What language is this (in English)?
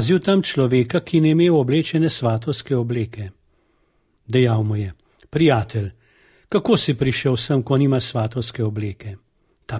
Slovenian